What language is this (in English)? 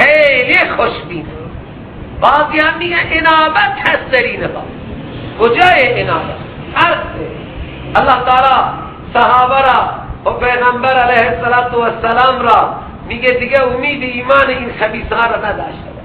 Persian